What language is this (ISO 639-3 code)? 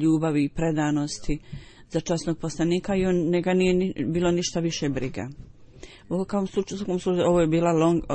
bos